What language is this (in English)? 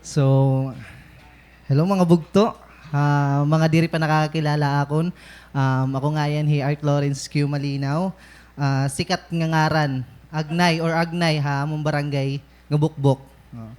Waray